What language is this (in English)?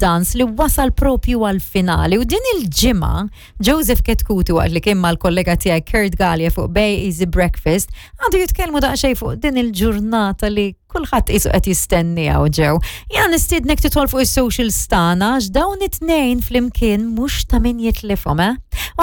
Maltese